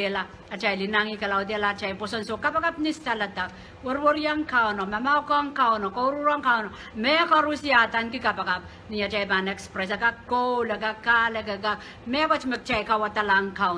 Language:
Pohnpeian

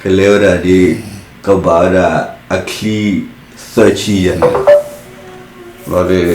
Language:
S'gaw Karen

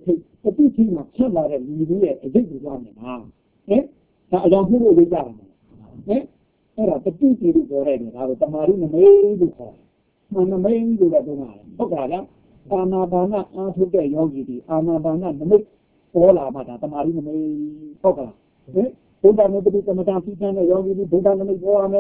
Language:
Burmese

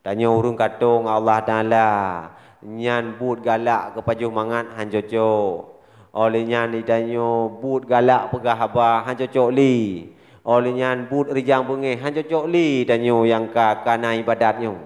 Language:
Achinese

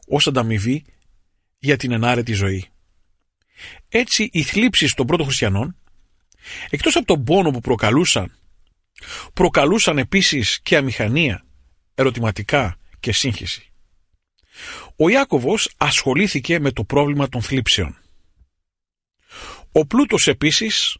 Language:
Greek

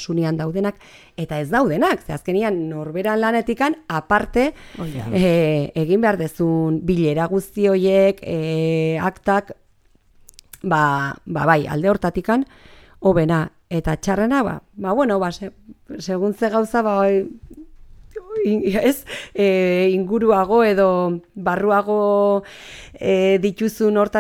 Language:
Basque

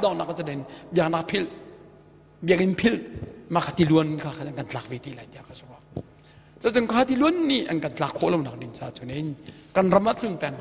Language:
Hakha Chin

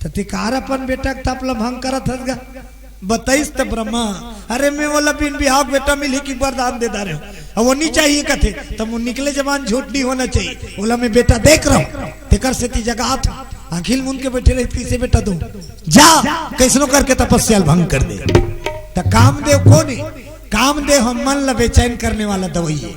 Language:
Chhattisgarhi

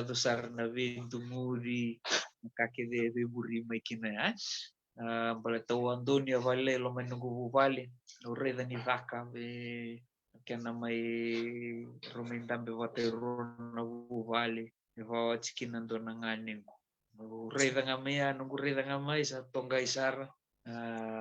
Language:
Fijian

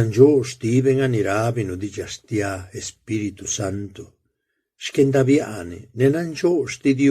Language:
Zapotec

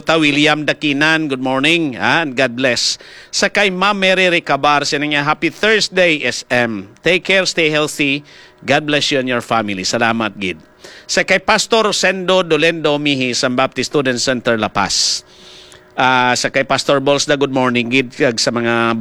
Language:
Hiligaynon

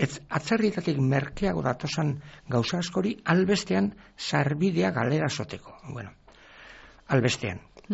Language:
Basque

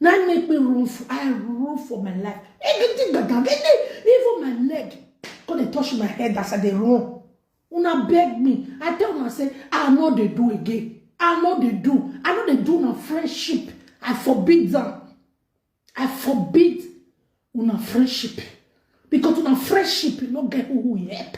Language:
Nigerian Pidgin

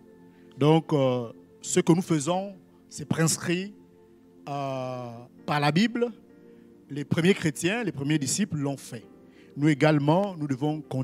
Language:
French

